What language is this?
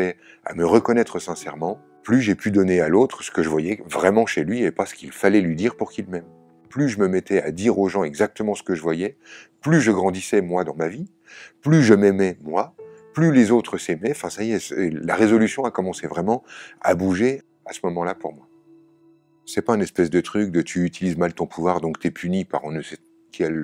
French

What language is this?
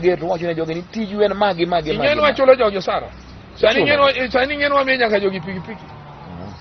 Luo (Kenya and Tanzania)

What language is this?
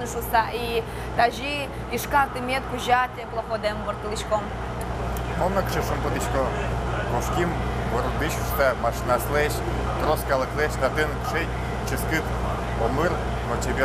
Udmurt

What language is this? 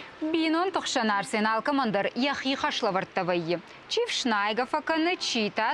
Ossetic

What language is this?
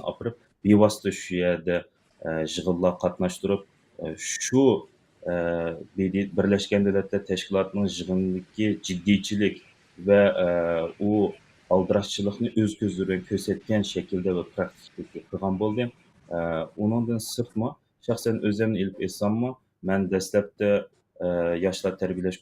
Uyghur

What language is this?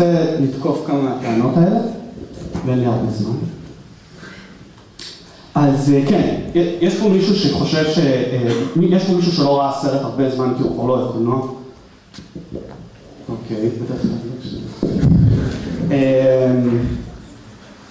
Hebrew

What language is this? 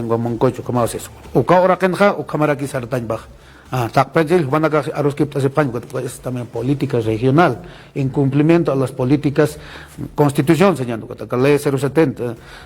Aymara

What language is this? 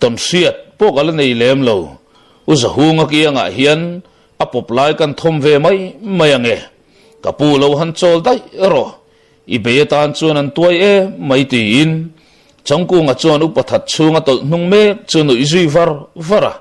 Mizo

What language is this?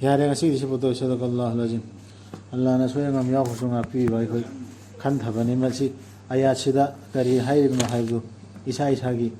Manipuri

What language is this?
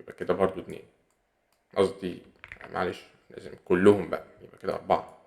Egyptian Arabic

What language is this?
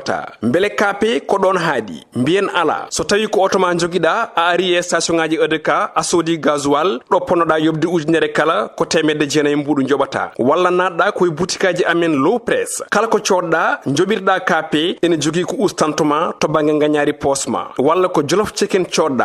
Fula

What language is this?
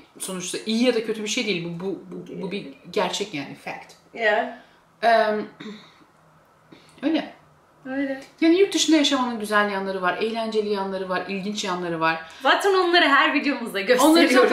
Turkish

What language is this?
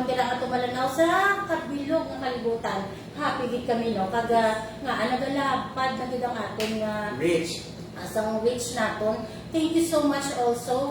Hiligaynon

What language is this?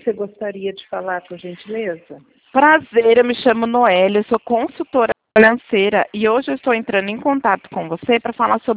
Portuguese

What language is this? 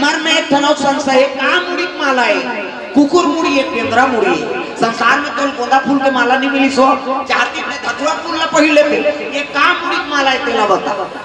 Chhattisgarhi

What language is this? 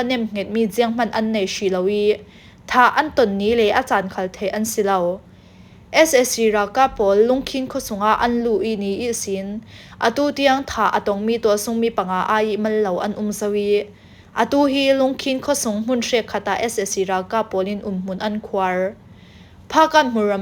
Falam Chin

